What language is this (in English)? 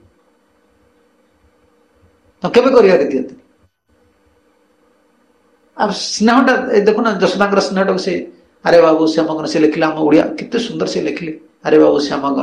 Odia